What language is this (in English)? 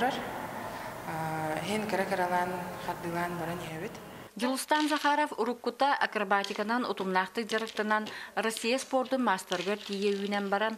Yakut